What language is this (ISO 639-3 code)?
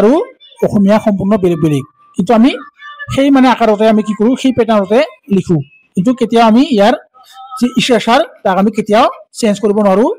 asm